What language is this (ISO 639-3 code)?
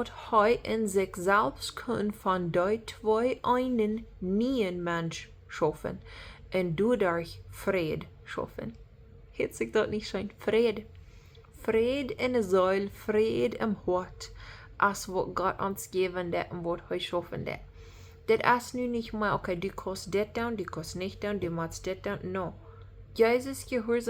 pdt